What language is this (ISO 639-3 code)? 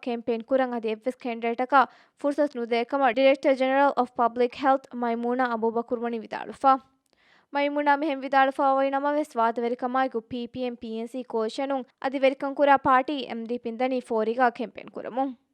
div